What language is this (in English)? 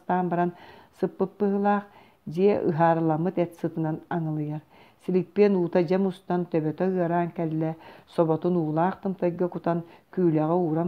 Yakut